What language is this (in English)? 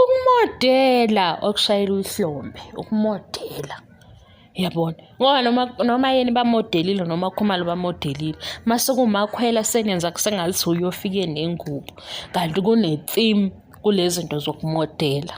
Zulu